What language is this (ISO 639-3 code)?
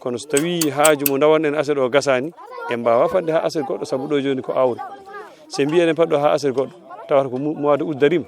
ful